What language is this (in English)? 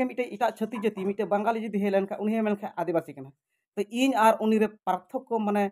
Santali